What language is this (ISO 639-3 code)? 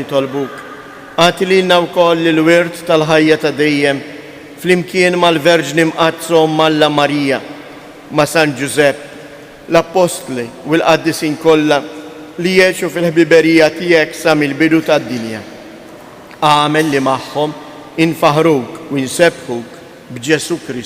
mlt